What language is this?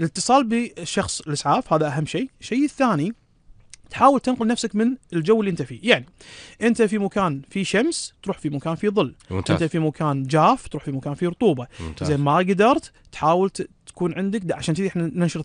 Gulf Arabic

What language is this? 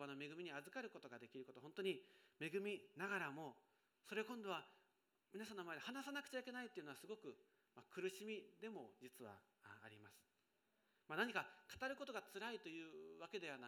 Japanese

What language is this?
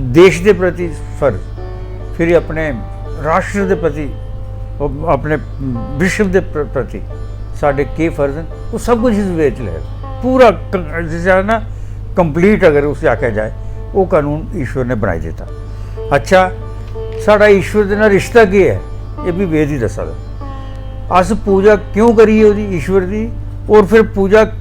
Dogri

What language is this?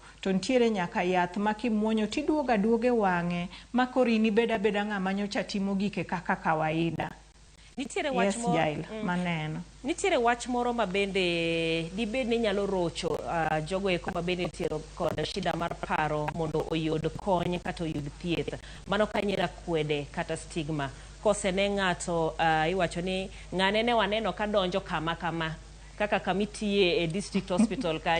Luo (Kenya and Tanzania)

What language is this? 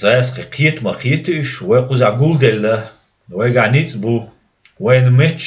Chechen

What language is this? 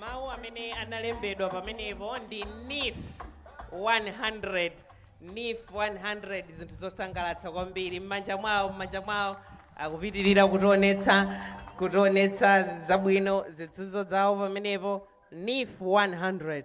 Nyanja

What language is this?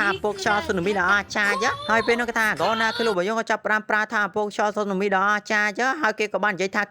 Khmer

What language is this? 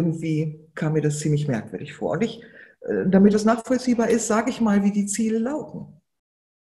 German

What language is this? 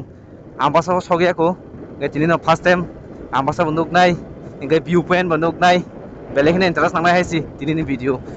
Kok Borok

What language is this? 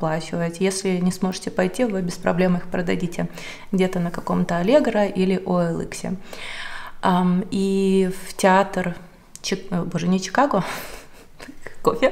Russian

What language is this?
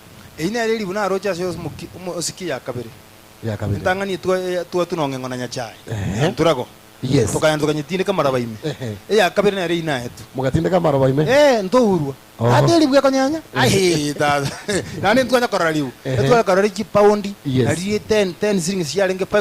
Gusii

